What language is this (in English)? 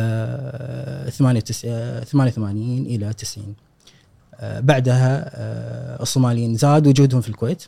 Gulf Arabic